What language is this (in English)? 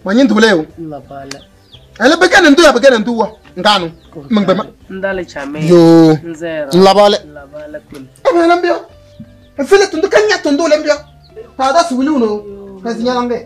Kabiyè